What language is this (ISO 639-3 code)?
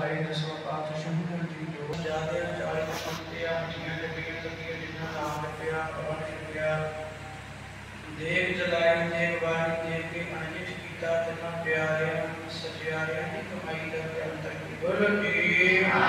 pan